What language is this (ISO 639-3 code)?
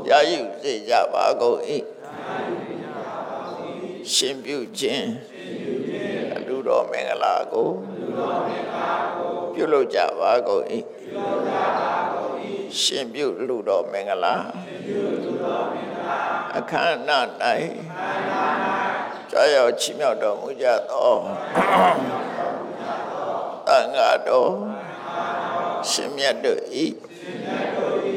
mya